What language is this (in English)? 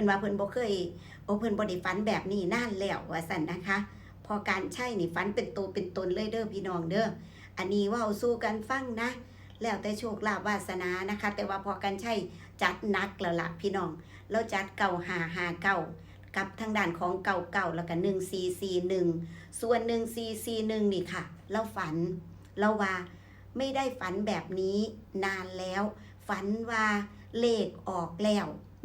Northeastern Thai